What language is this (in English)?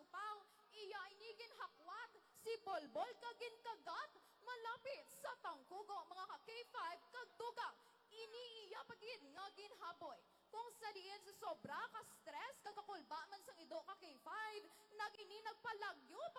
Hiligaynon